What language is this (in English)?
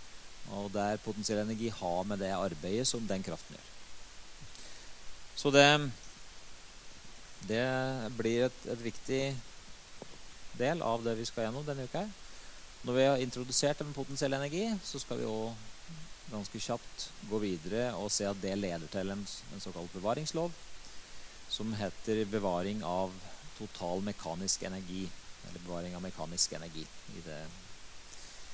Norwegian